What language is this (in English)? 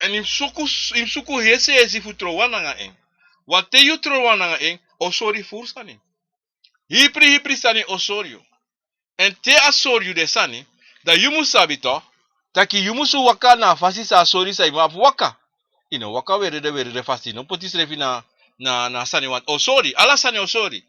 Sranan Tongo